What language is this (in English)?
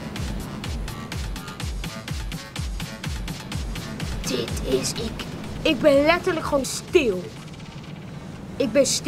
Dutch